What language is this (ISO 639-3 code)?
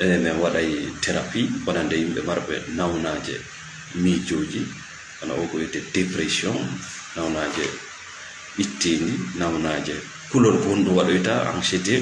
ful